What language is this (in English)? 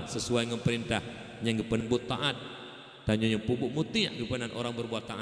Achinese